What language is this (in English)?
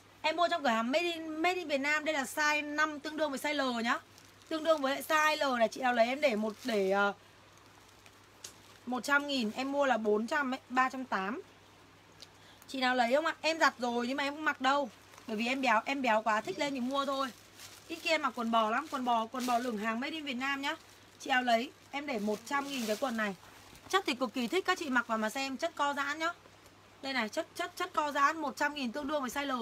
Vietnamese